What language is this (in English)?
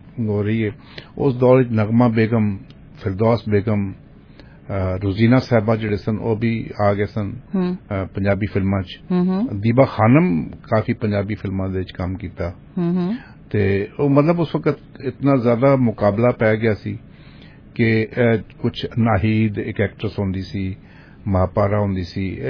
Punjabi